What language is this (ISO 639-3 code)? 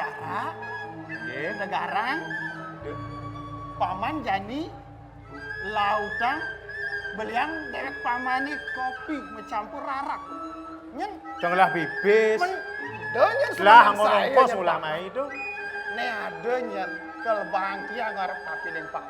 ban